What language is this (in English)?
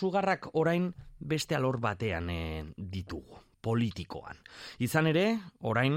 Basque